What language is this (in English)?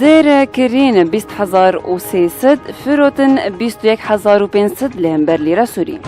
Kurdish